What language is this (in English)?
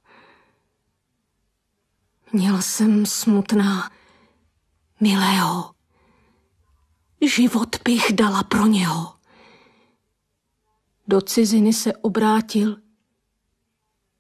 Czech